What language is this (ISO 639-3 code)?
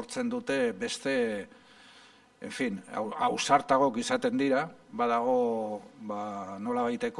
eus